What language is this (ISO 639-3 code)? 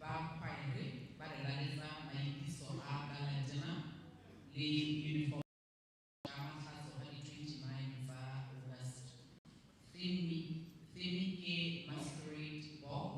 tsn